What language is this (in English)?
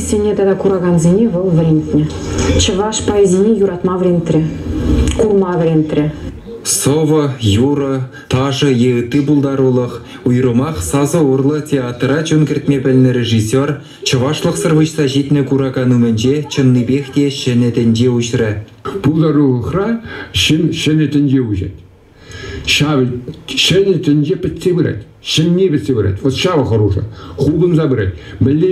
Chuvash